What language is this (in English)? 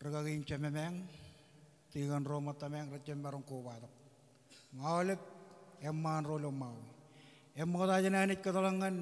Marshallese